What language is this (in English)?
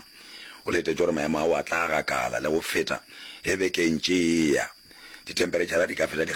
Northern Sotho